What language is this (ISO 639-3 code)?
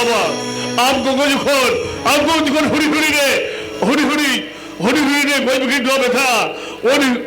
sat